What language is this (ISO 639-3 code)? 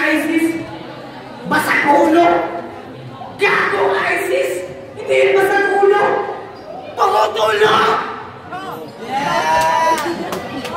fil